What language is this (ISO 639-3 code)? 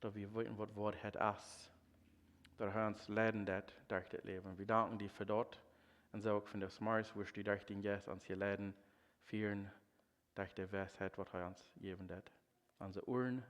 pdt